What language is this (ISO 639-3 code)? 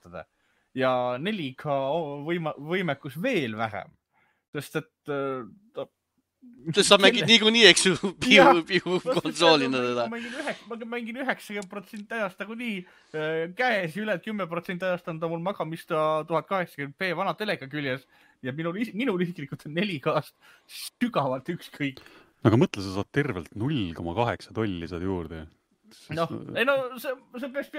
est